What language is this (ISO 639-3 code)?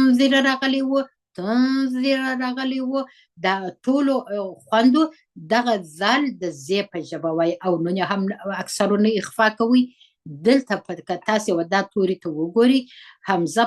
pus